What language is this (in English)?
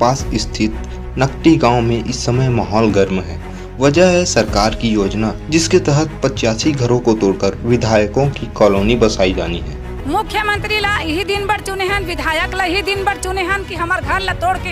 Chhattisgarhi